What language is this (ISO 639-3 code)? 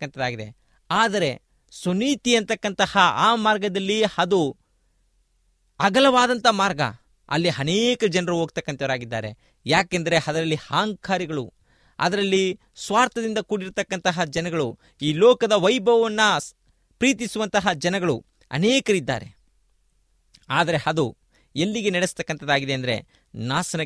kan